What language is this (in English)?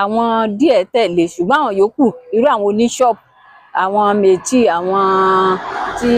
Yoruba